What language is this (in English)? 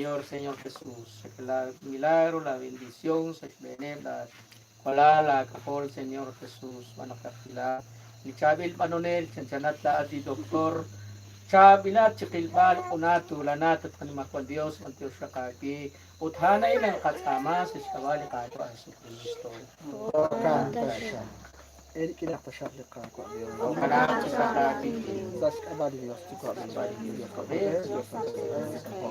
Kekchí